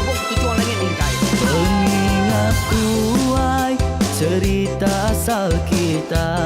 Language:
Iban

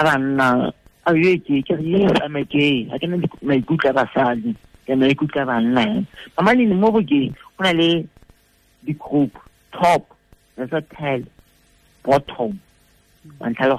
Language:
Tswana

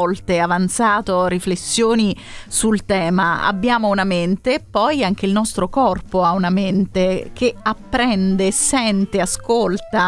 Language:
Italian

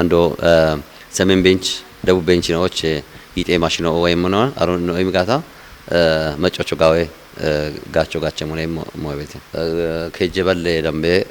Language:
Kafa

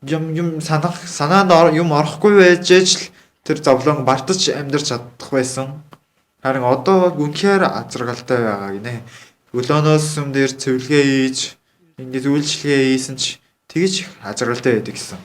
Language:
Mongolian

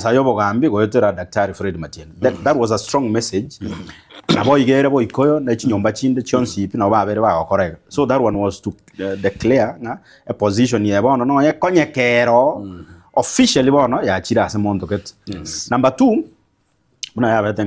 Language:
Gusii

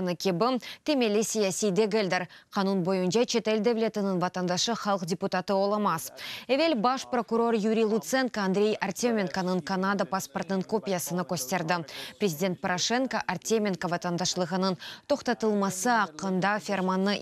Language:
Crimean Tatar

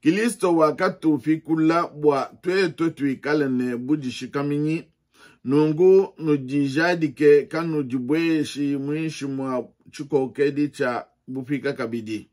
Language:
Luba-Lulua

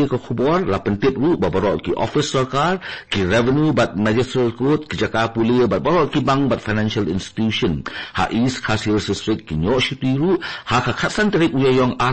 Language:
Khasi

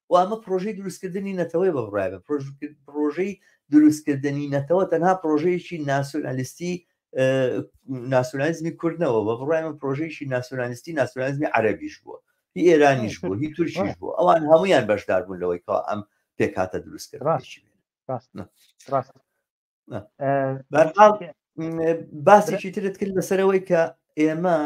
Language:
Central Kurdish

